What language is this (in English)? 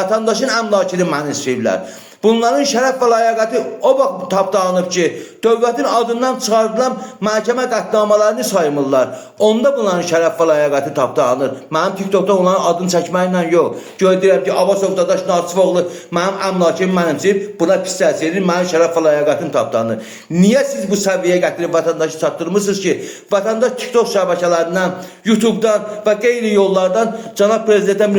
Azerbaijani